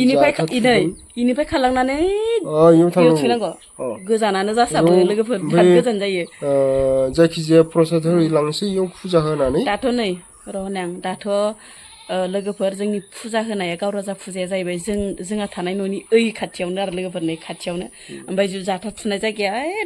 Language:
Bodo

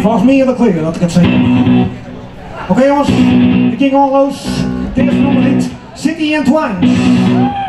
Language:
Western Frisian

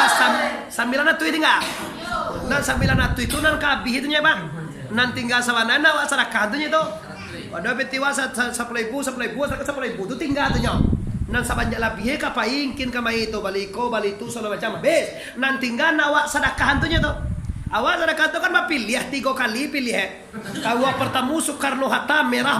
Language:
Minangkabau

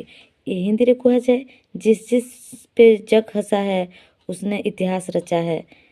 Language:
Odia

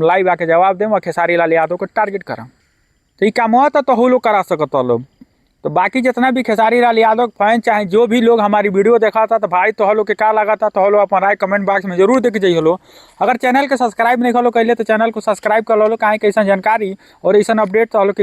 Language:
Bhojpuri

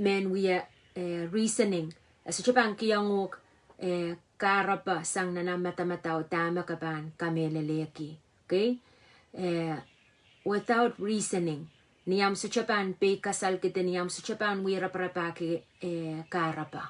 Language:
Pohnpeian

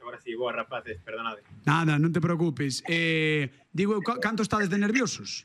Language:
Galician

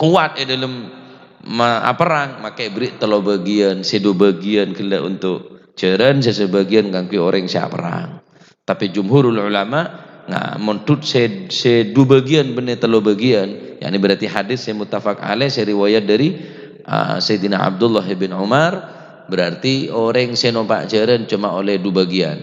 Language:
Madurese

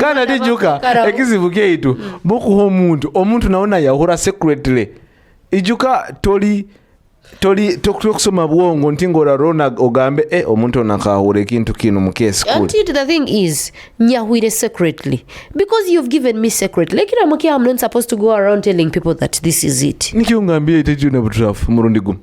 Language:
Nyoro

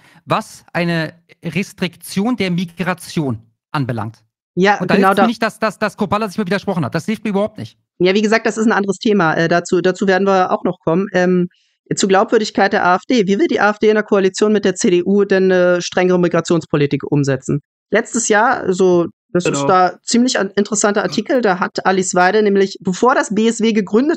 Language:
German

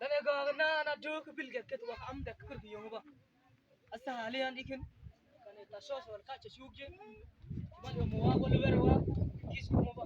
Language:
Mabaan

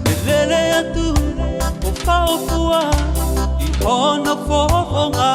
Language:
Tongan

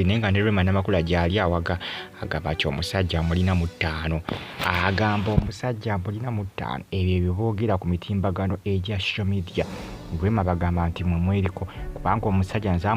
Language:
Ganda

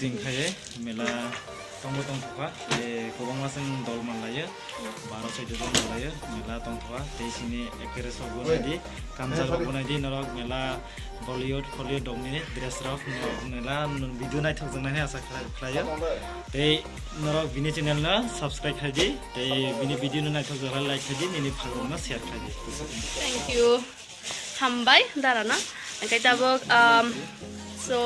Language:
Kok Borok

